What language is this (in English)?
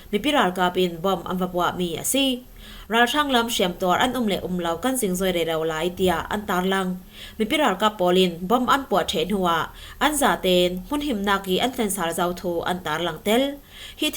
Falam Chin